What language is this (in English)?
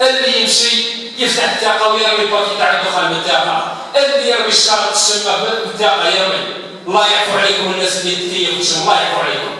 Algerian Arabic